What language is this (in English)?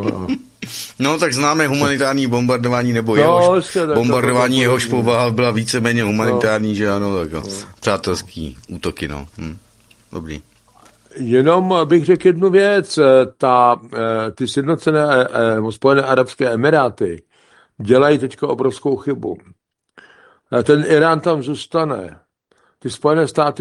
Czech